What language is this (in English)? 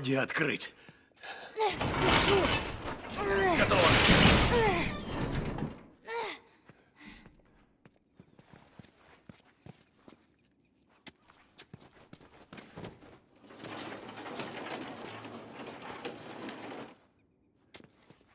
Russian